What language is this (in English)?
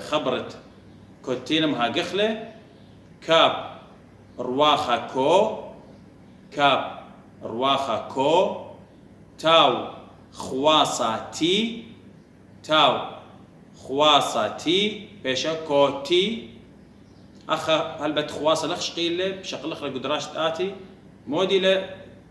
Assyrian Neo-Aramaic